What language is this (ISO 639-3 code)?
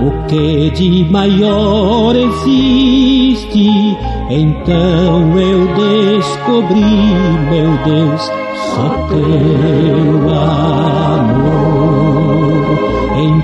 por